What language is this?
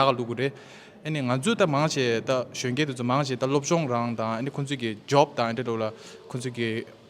Tibetan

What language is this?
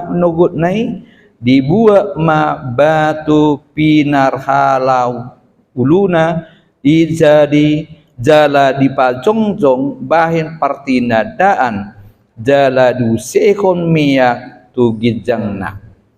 Batak Toba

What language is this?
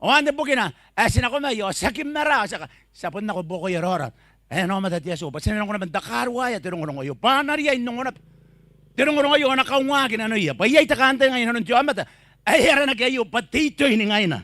Gilbertese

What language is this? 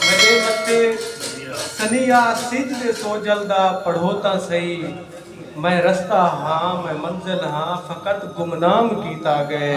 Saraiki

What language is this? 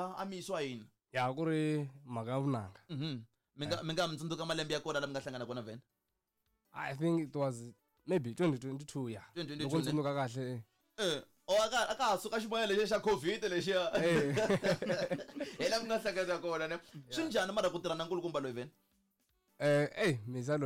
Tsonga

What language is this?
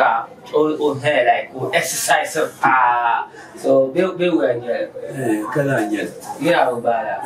Dagbani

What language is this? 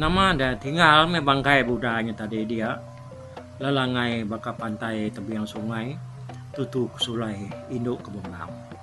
Iban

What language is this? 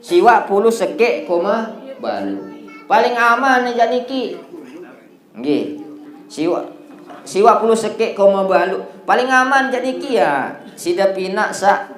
Sasak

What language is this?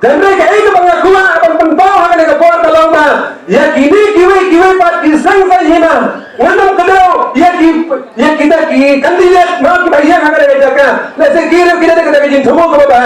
Khasi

